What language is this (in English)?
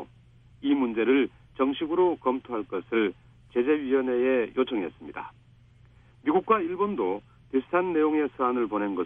Korean